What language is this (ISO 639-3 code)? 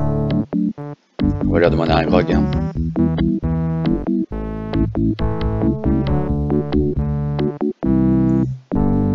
fra